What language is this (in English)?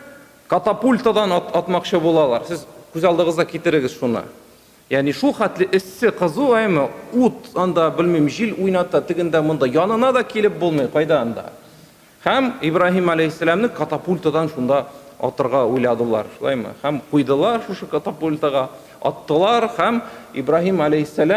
Tatar